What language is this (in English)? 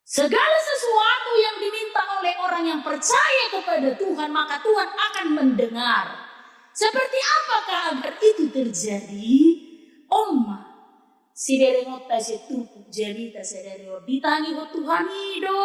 Batak Toba